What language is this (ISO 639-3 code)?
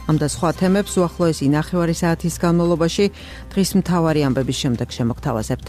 kat